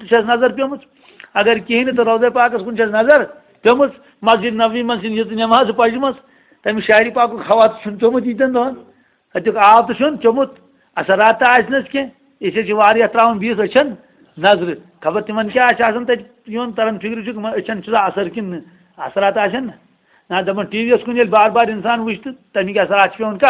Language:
Kashmiri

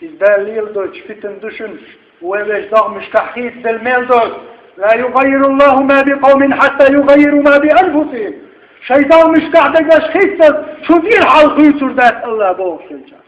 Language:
Chechen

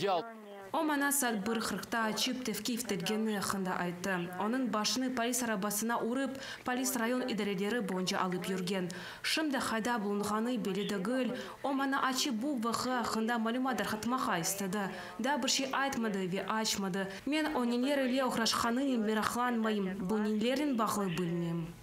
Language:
Crimean Tatar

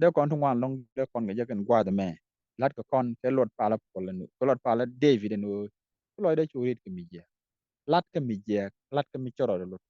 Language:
Nuer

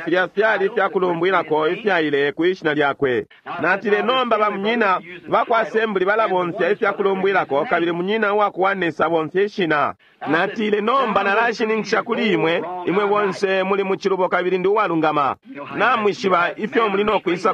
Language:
Bemba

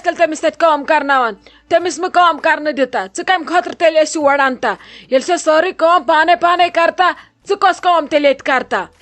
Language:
Kashmiri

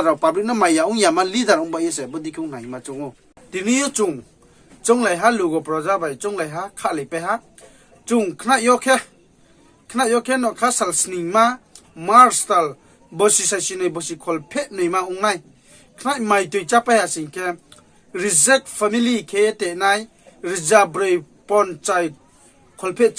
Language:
Riang (India)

